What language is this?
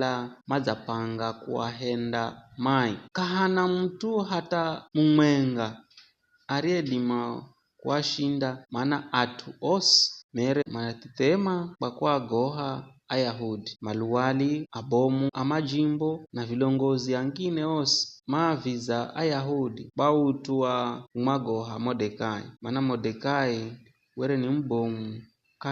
Giryama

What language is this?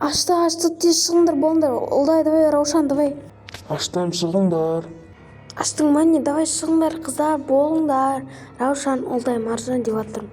Kazakh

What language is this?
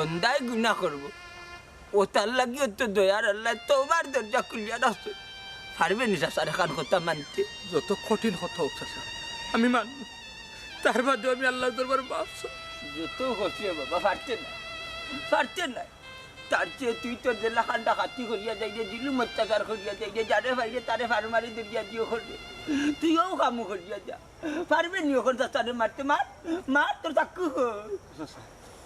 Sylheti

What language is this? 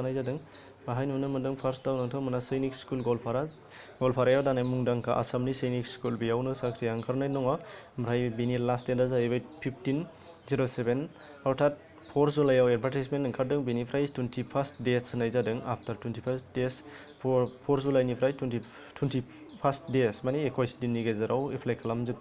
Bodo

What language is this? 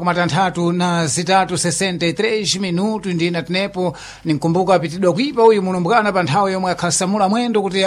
Sena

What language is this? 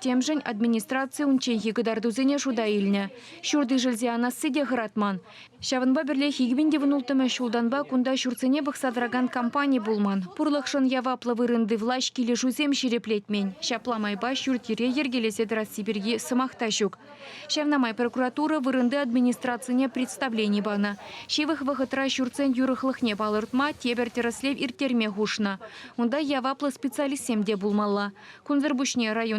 Chuvash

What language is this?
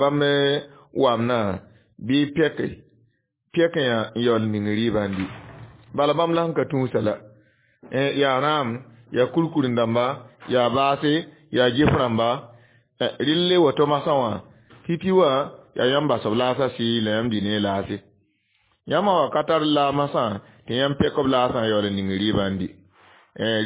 Mossi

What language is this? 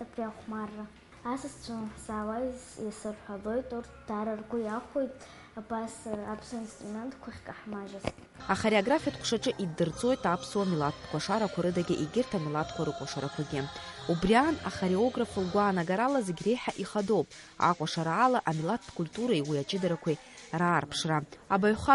Abkhazian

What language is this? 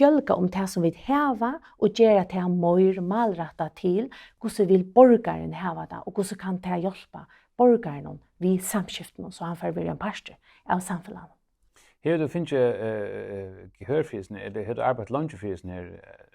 Faroese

